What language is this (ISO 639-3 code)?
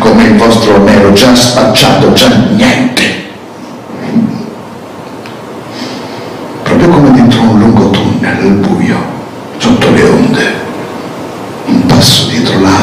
ita